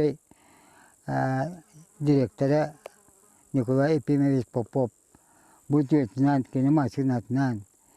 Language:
Yakut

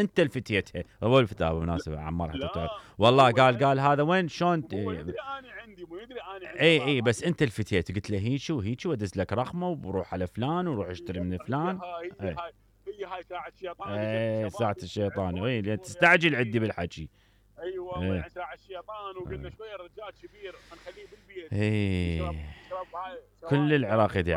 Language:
Mesopotamian Arabic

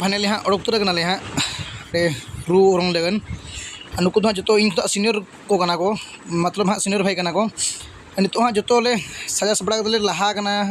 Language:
Santali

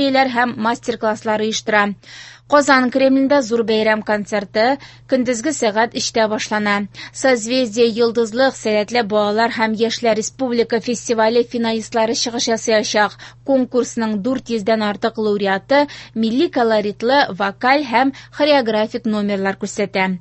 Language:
Tatar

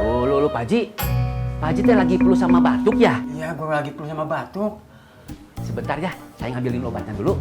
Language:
Betawi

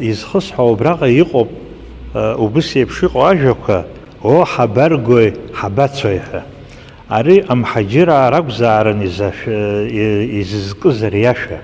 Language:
Abkhazian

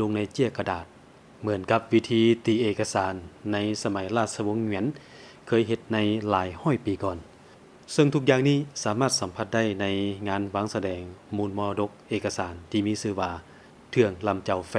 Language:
Lao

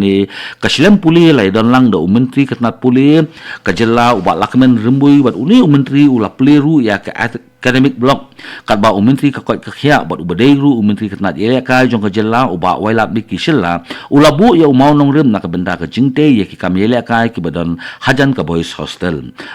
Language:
Khasi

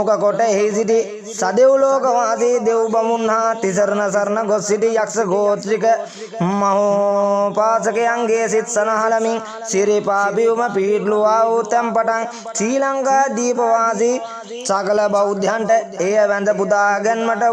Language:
Sinhala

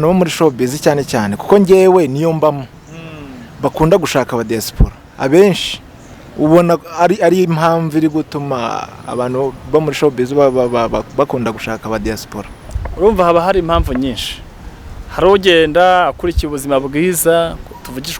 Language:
Kinyarwanda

